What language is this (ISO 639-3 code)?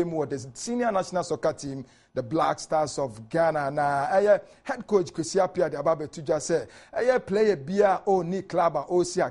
aka